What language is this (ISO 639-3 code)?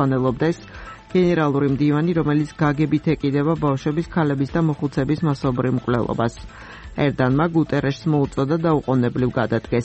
kat